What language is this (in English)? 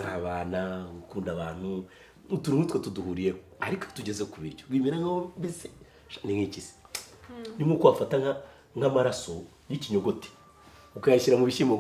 Kinyarwanda